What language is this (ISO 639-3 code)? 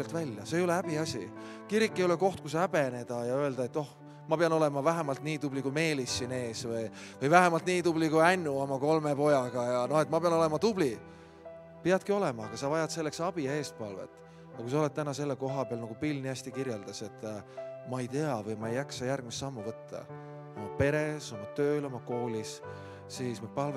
est